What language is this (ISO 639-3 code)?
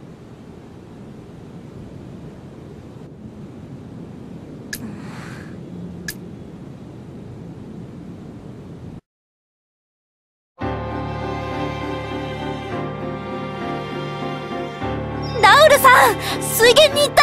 jpn